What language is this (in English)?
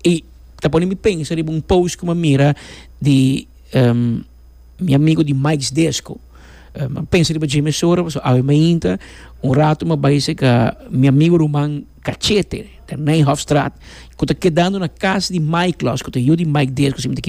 Papiamento